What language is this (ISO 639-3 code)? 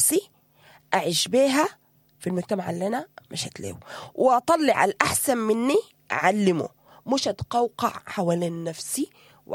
apd